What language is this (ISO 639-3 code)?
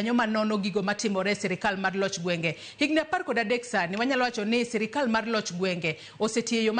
luo